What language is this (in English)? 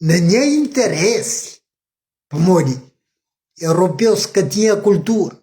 Kabuverdianu